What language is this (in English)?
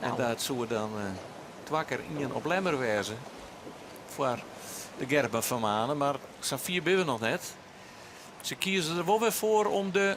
Western Frisian